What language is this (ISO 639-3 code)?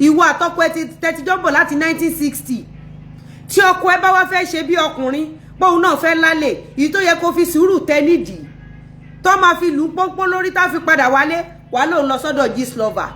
yor